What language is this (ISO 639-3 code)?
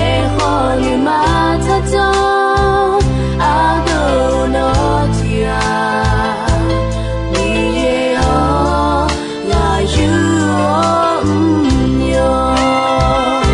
ahk